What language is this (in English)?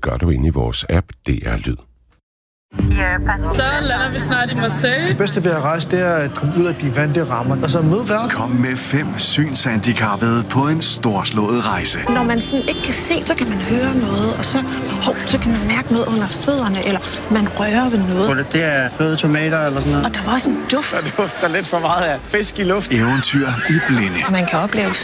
Danish